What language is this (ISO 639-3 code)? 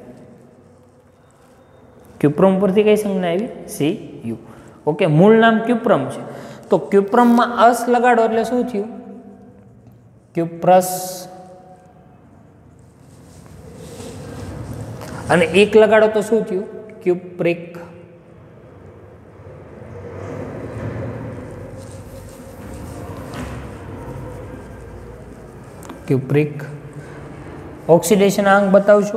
guj